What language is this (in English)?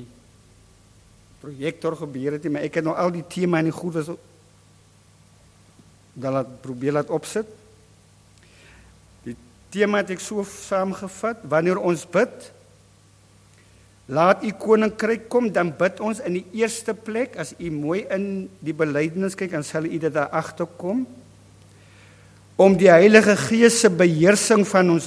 Afrikaans